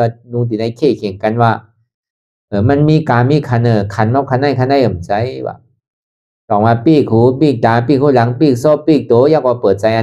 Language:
Shan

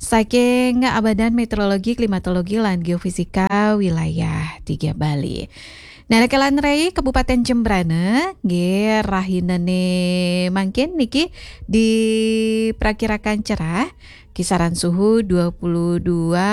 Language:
Balinese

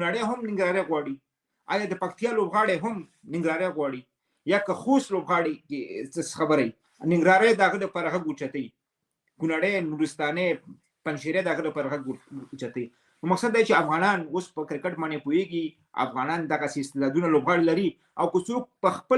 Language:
Pashto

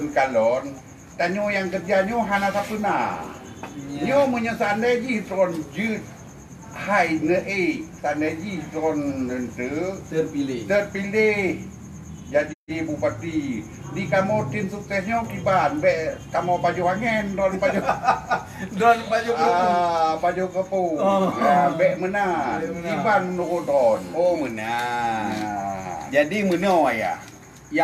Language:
Achinese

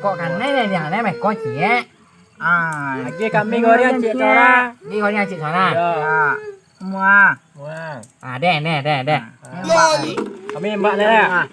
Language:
Minangkabau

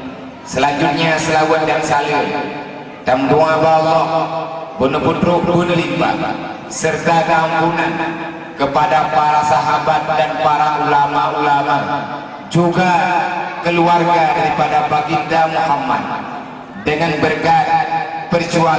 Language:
Achinese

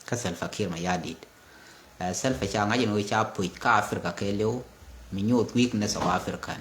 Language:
Nuer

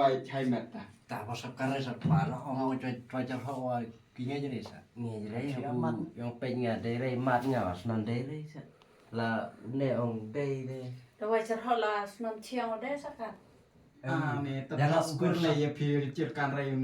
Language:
Khasi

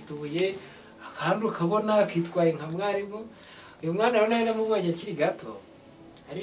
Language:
Kinyarwanda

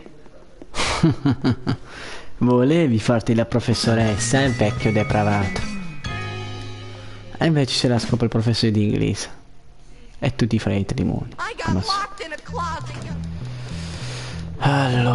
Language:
Italian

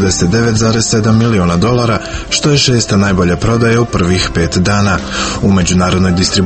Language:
Croatian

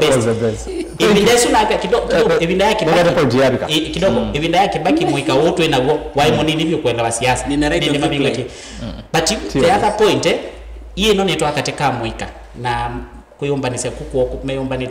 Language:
Kamba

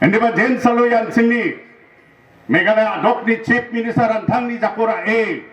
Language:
Garo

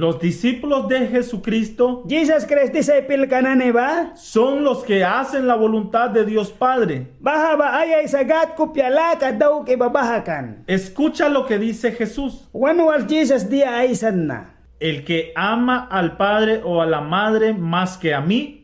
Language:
Mískito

